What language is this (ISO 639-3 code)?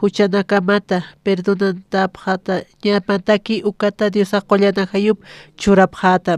aym